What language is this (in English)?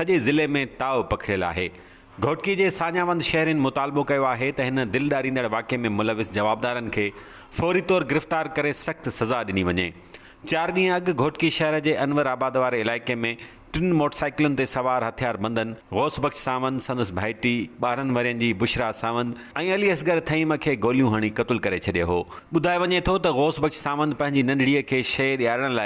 Sindhi